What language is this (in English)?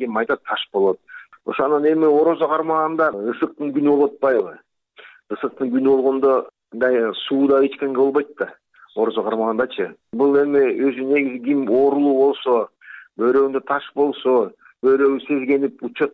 Kyrgyz